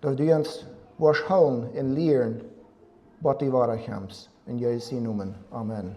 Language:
Plautdietsch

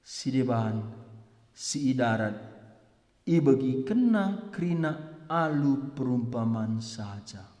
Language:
Batak Karo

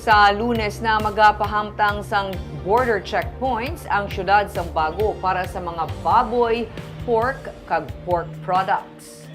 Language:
Hiligaynon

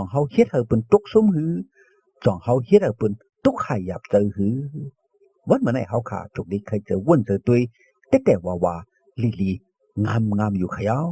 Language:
Shan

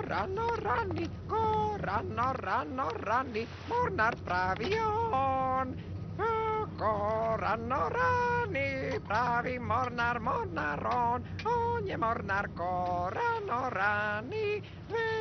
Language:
Serbian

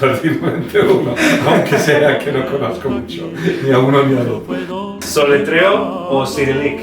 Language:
Ladino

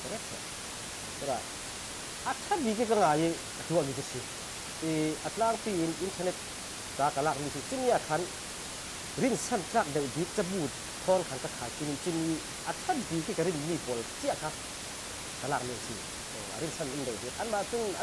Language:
Falam Chin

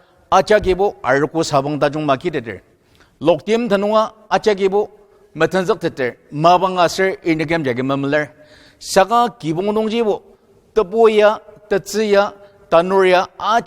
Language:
Ao Naga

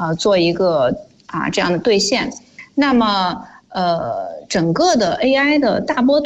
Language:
Chinese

